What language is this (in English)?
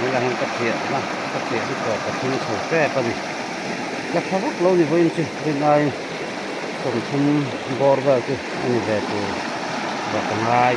Mizo